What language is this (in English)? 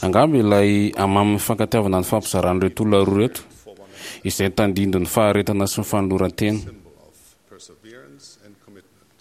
Malagasy